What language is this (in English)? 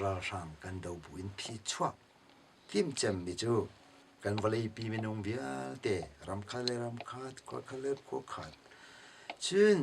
Hakha Chin